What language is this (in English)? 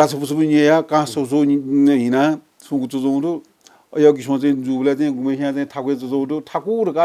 Newari